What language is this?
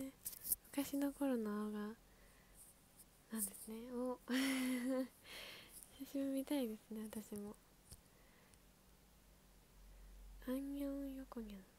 Japanese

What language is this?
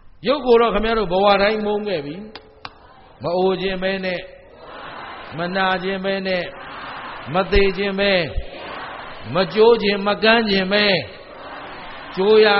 Burmese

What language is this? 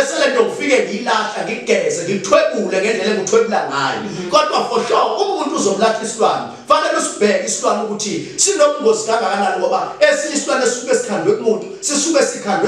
Zulu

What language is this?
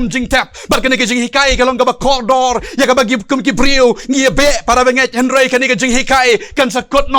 Khasi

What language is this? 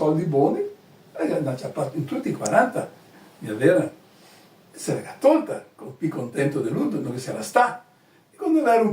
Venetian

